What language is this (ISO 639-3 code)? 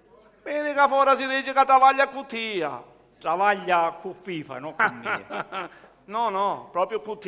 scn